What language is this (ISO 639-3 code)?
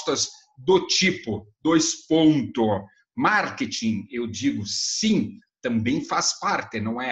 por